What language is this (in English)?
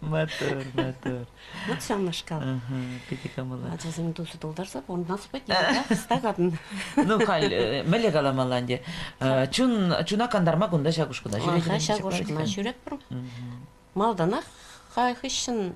Chuvash